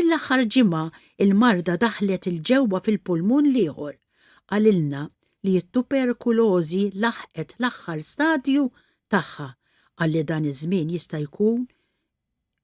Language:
Maltese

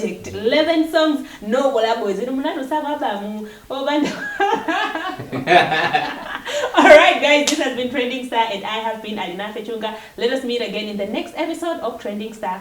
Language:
Nyanja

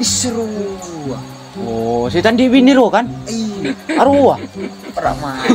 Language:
Madurese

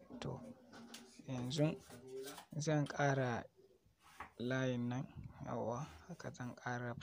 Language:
Hausa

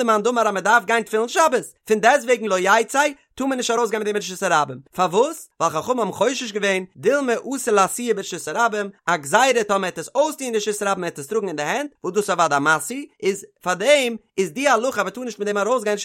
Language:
Yiddish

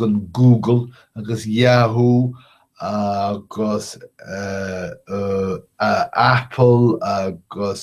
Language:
Irish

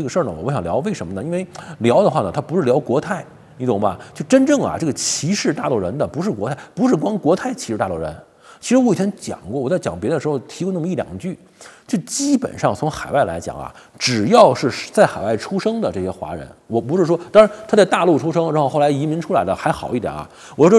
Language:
Chinese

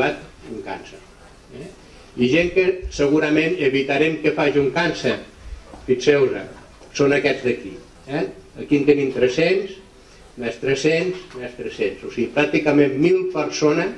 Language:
Catalan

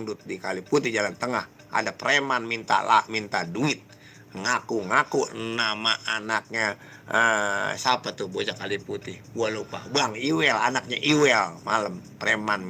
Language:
Betawi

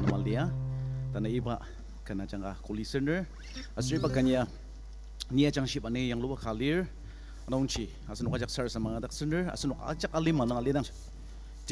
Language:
Ao Naga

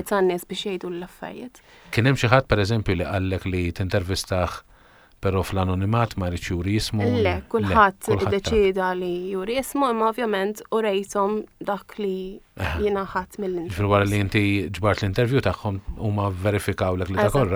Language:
Maltese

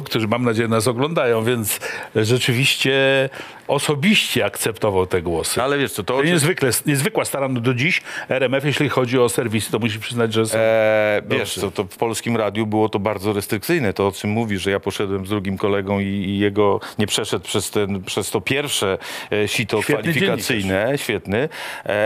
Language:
Polish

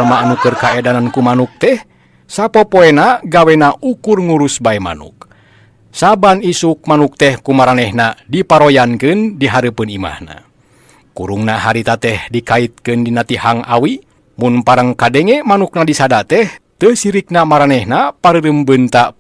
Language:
Sundanese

